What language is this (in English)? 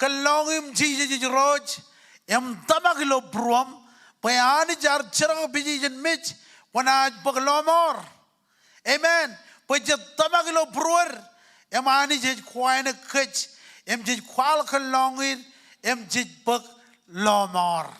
Marshallese